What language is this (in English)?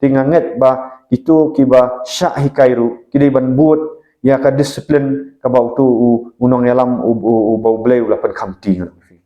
Khasi